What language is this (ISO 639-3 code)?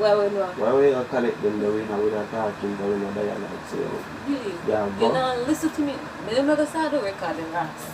jam